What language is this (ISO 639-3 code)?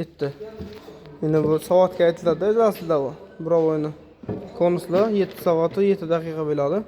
uzb